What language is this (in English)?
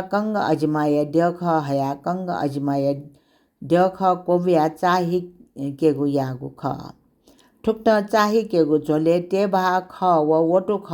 Newari